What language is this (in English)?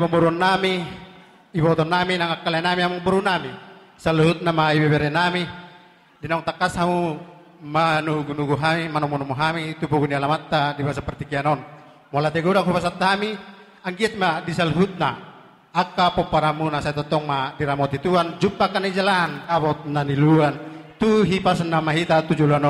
Batak Toba